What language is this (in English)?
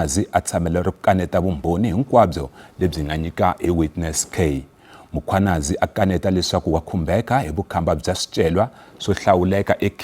Tsonga